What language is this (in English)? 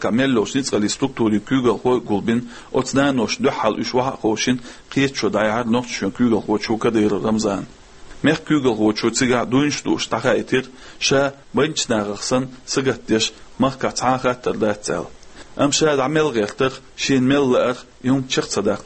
Chechen